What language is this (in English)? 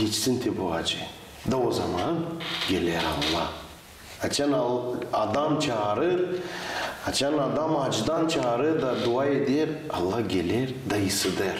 Gagauz